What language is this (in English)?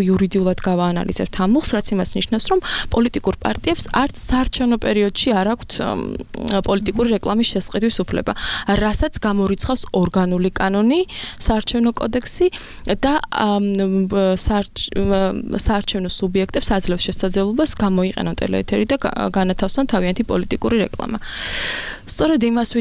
Georgian